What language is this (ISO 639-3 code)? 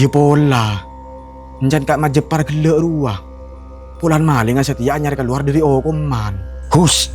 mad